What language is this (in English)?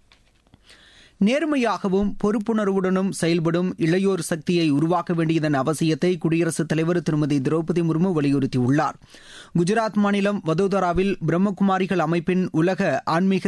Tamil